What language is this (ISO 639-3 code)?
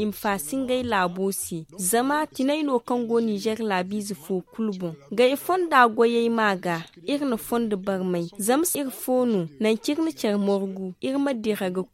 dje